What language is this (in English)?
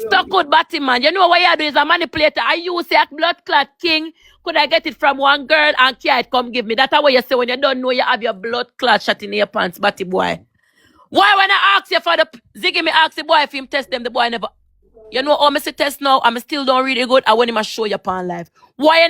Jamaican Creole English